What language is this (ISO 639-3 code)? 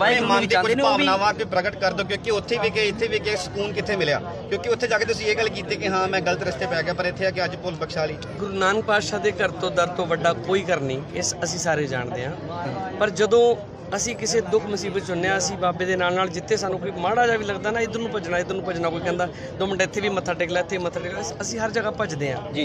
pan